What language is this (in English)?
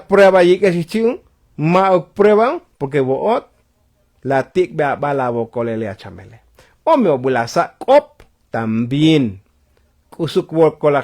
Tzotzil